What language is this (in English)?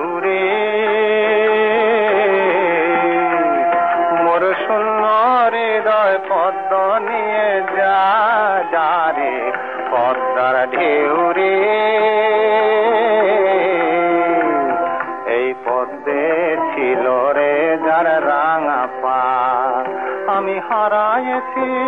Bangla